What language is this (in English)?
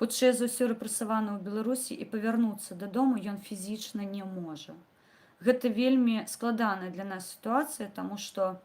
Belarusian